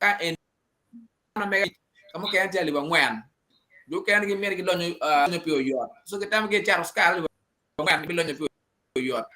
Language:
Acoli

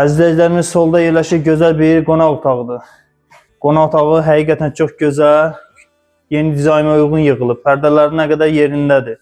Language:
Azerbaijani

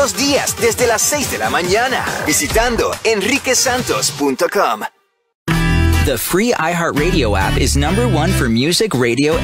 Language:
Spanish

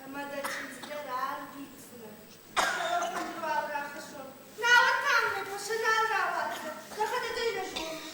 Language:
Ossetic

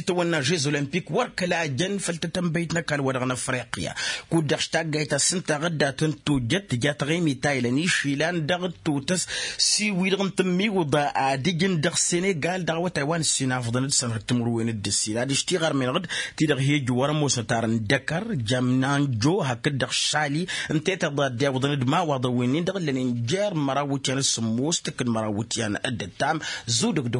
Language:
Tamasheq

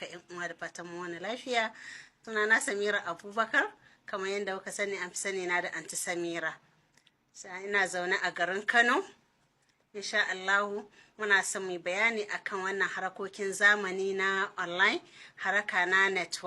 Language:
Hausa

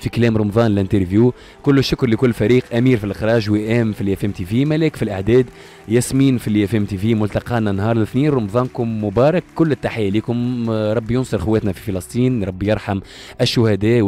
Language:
Tunisian Arabic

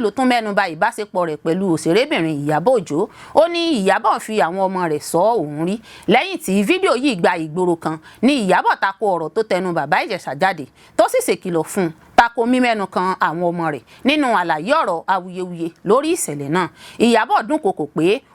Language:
Yoruba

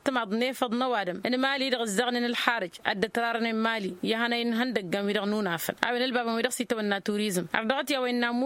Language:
Tamasheq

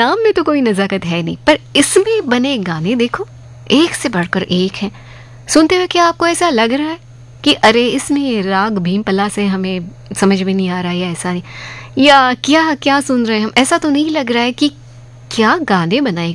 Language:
Hindi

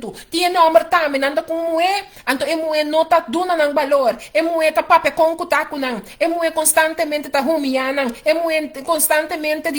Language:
Papiamento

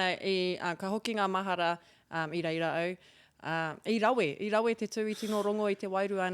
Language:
Māori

